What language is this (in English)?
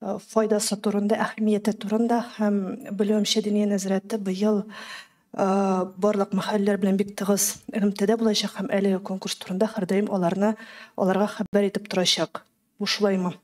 Tatar